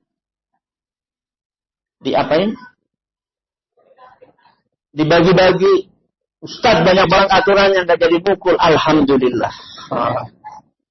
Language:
Indonesian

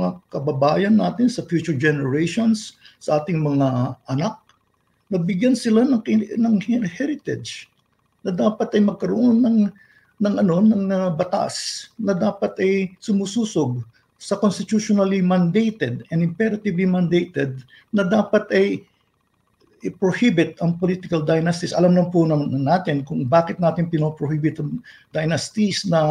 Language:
Filipino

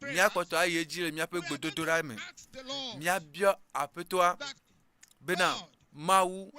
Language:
Ewe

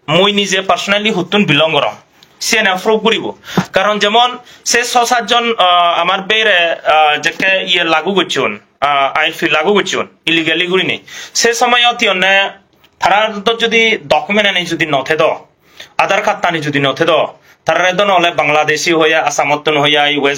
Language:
Chakma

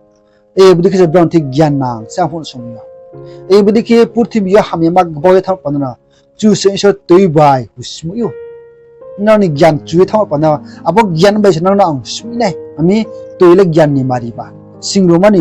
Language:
Riang (India)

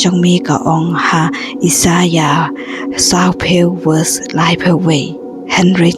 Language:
Khasi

